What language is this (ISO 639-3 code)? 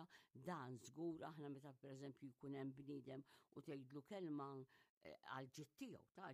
mlt